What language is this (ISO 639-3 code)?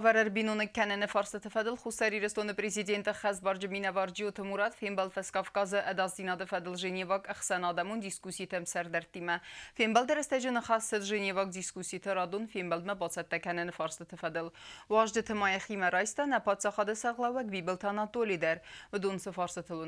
oss